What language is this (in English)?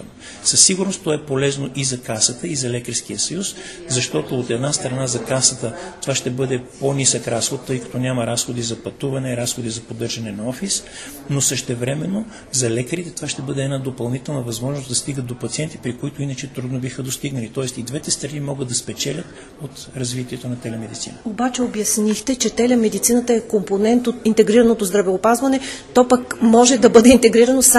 Bulgarian